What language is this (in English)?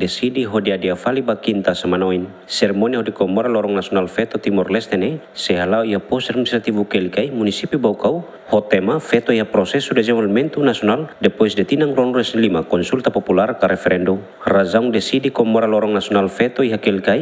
Tetum